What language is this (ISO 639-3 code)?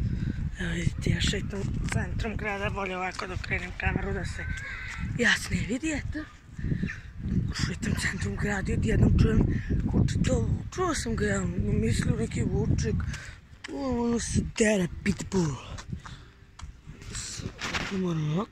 hrv